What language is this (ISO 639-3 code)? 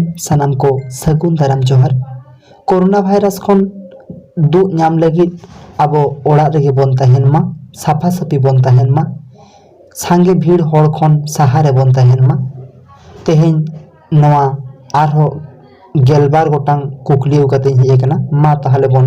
sat